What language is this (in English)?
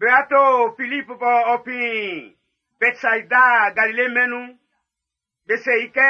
Baoulé